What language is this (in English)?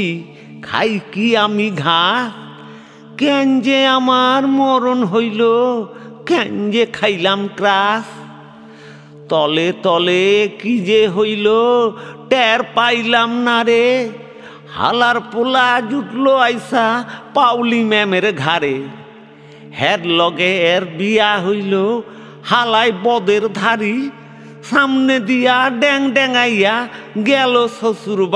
Bangla